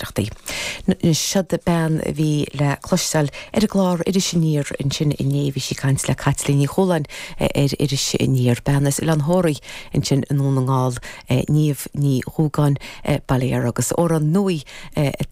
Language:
Irish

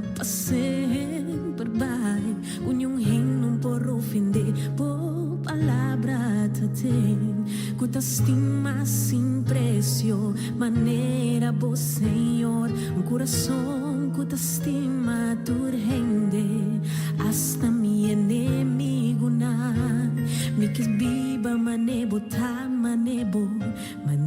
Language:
Papiamento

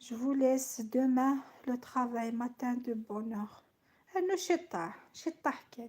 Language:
Algerian Arabic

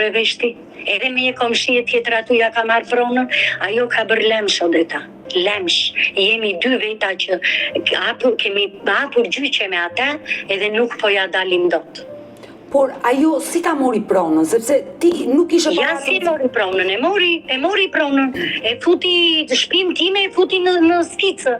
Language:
Albanian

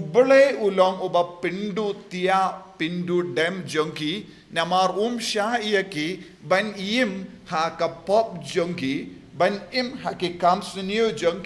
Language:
Khasi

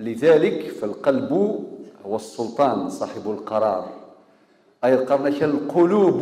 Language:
Kabyle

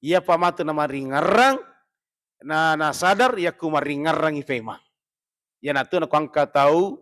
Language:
Buginese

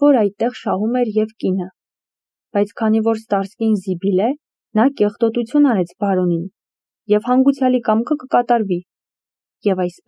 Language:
Armenian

